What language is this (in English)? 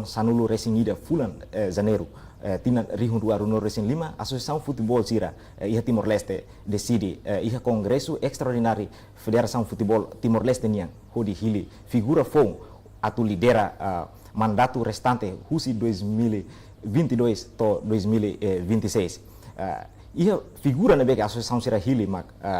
Tetum